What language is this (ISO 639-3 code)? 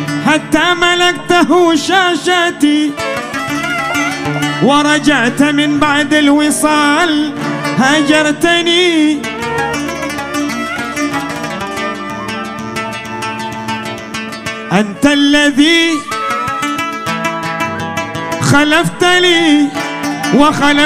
ara